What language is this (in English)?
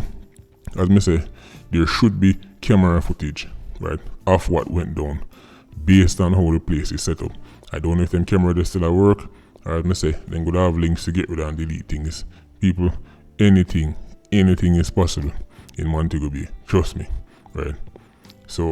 Jamaican Creole English